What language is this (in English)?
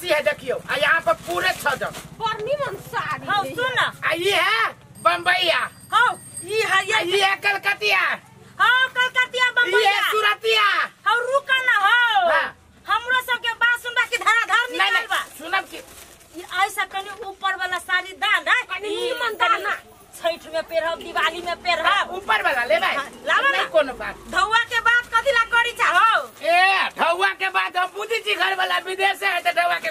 Maithili